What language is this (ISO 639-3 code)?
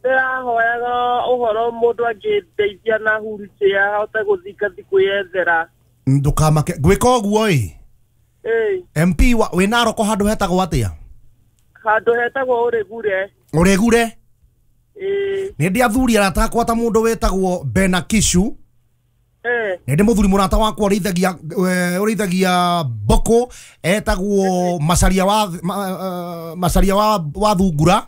kik